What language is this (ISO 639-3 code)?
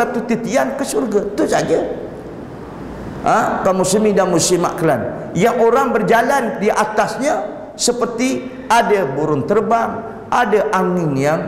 msa